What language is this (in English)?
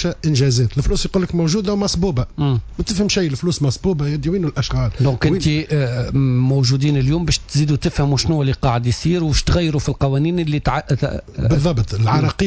Tunisian Arabic